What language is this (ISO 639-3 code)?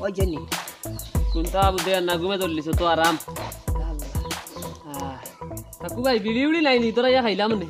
syl